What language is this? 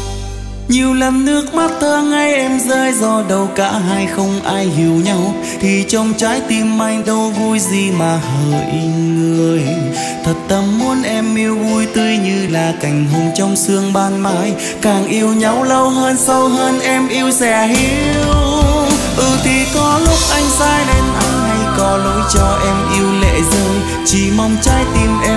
Vietnamese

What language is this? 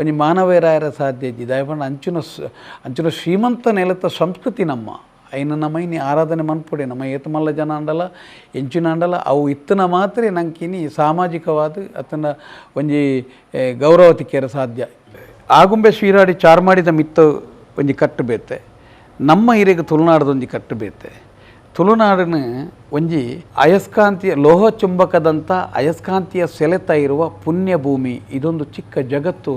Tulu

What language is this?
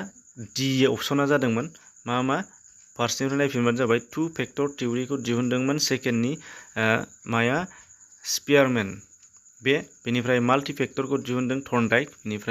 Bodo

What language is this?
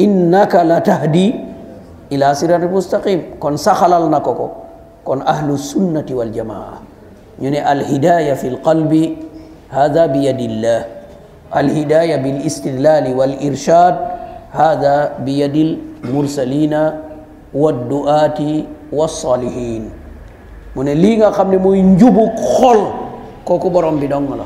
Wolof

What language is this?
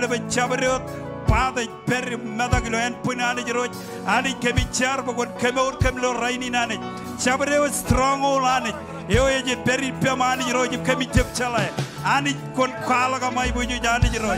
Marshallese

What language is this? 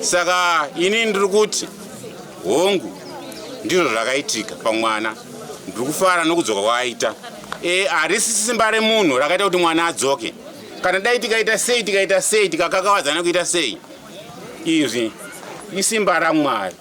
Shona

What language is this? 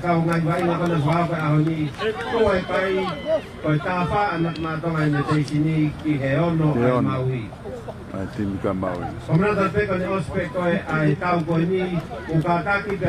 Tongan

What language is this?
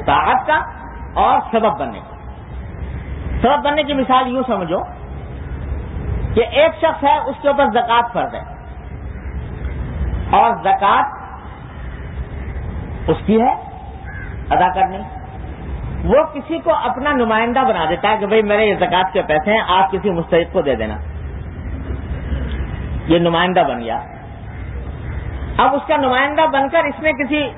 Urdu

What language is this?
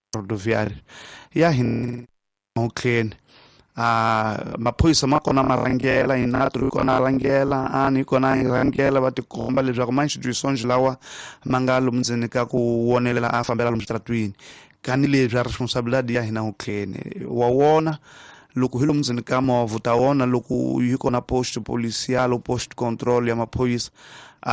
Tsonga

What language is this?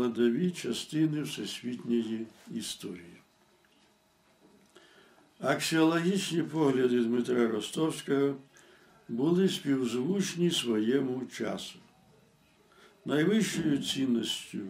Ukrainian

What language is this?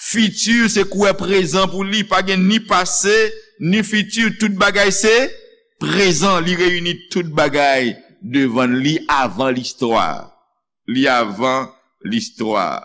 Haitian Creole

